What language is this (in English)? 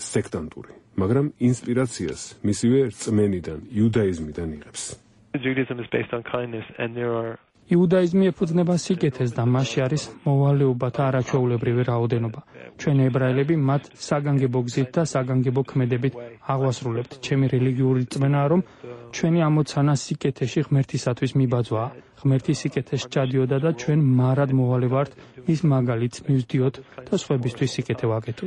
Georgian